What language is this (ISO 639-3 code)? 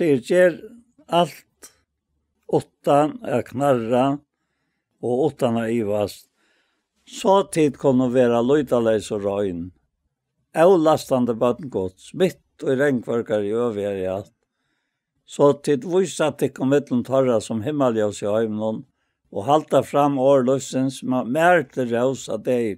fao